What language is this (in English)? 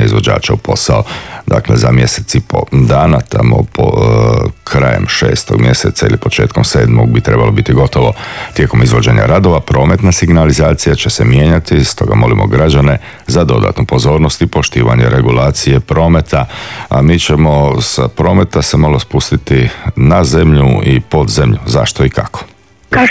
Croatian